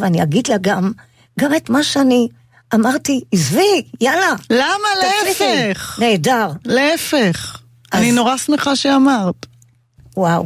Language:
Hebrew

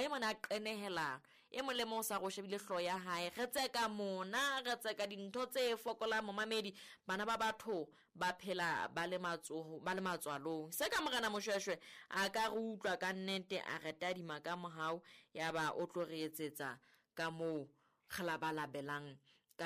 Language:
Southern Sotho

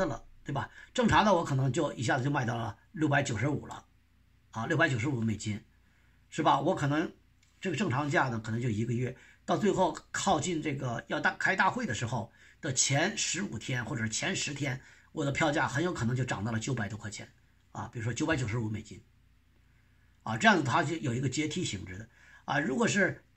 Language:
Chinese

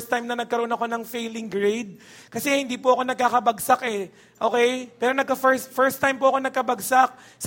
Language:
Filipino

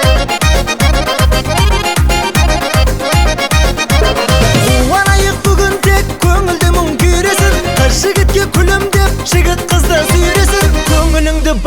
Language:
Kazakh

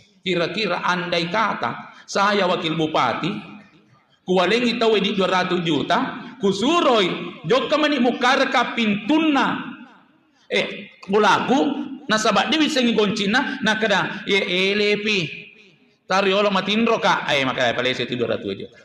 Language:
Buginese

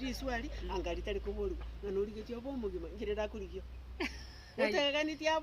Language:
Gusii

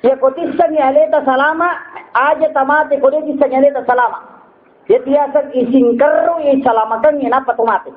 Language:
Buginese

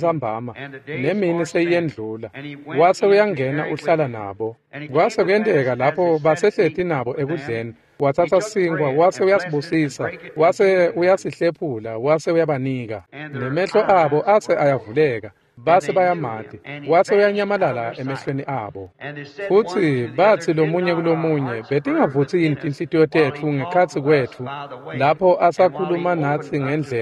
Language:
Swati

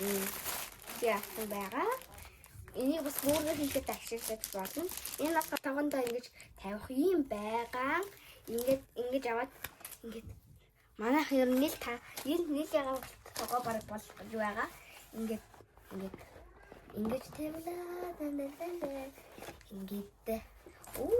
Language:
Mongolian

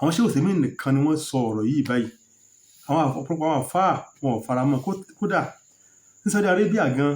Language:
Yoruba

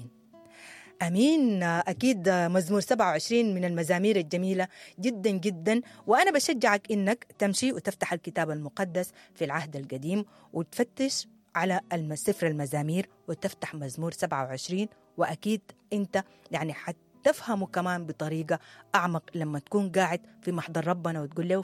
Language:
Sudanese Arabic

